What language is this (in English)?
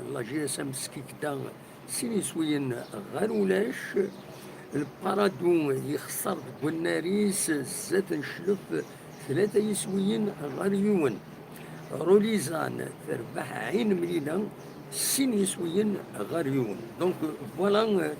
Kabyle